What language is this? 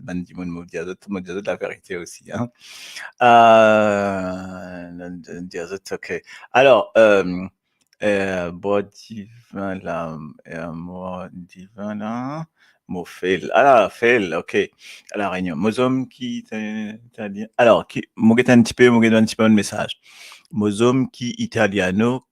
Morisyen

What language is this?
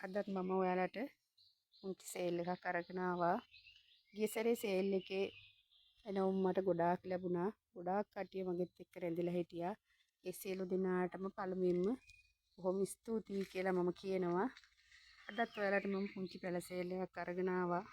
Sinhala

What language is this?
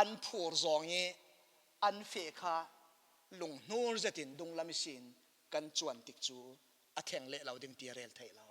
Falam Chin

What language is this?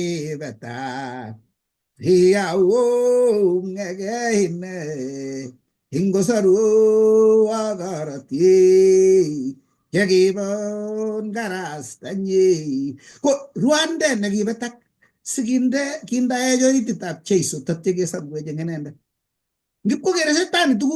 Kalenjin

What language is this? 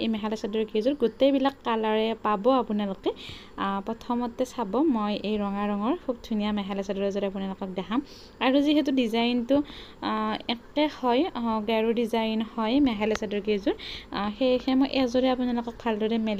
Assamese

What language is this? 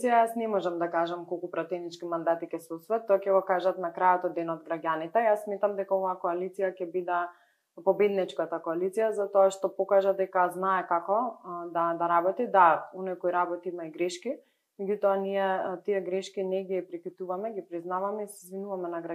Macedonian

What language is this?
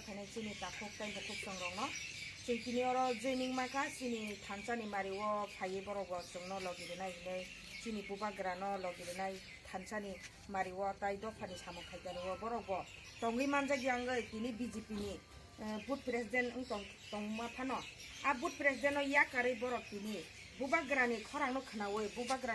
Kok Borok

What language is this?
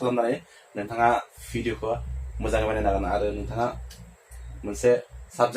Bodo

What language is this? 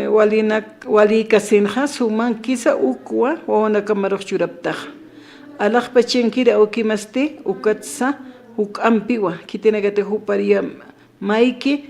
Aymara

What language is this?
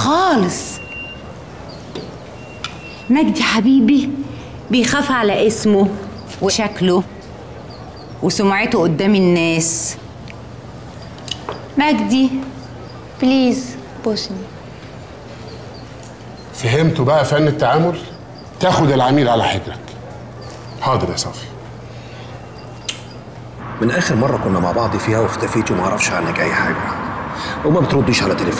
Egyptian Arabic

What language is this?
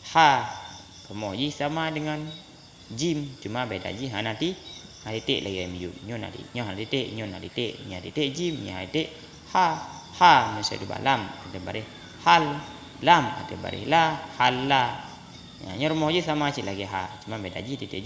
Achinese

